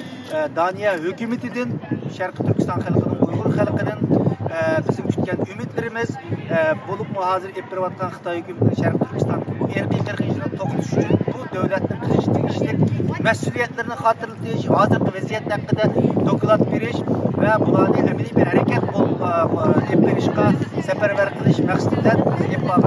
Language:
Uyghur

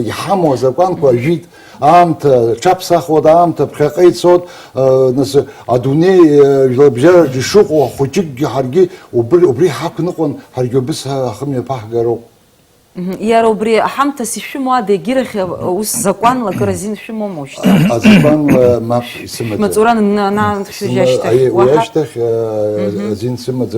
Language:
Abkhazian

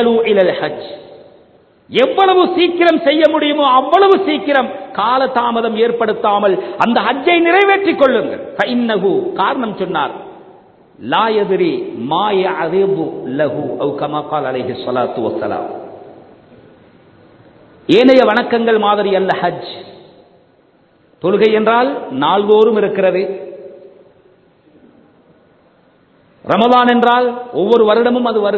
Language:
Tamil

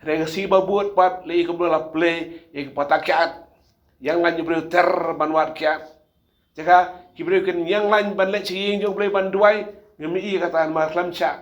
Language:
Khasi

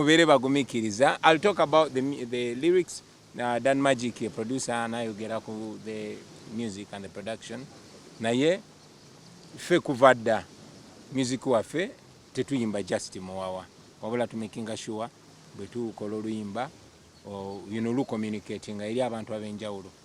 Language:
Ganda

